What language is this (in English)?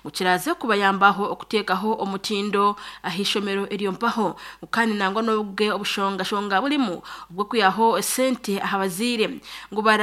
Nyankole